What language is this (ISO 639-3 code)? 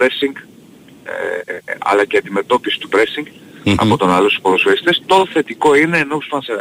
ell